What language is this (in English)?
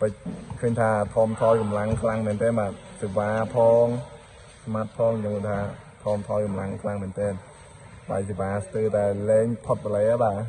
Khmer